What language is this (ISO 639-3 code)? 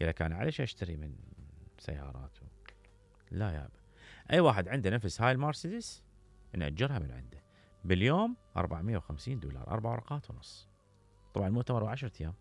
acm